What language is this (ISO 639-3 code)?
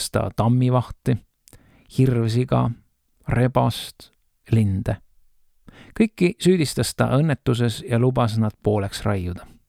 est